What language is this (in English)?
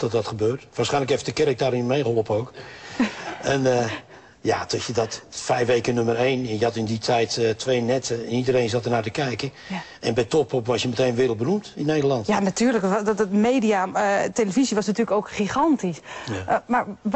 Dutch